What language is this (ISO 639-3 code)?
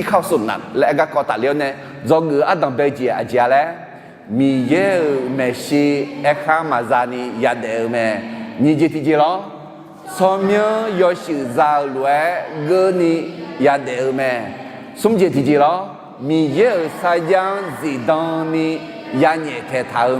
ahk